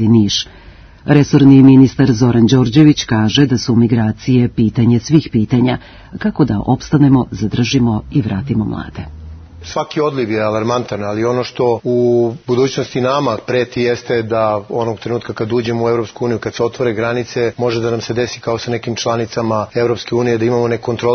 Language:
Serbian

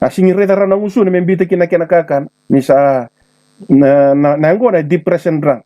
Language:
Fijian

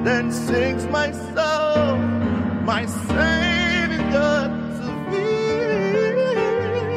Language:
English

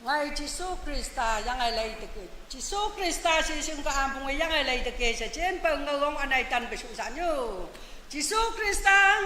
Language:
Naga Pidgin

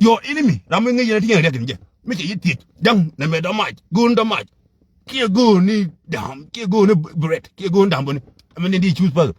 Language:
Nuer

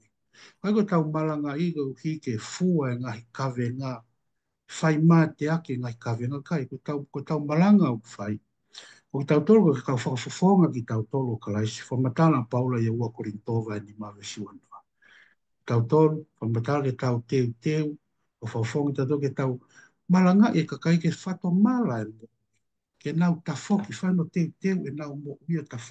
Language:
Tongan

